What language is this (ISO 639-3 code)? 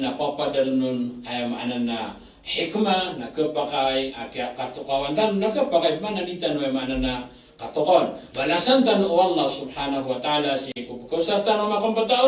mrw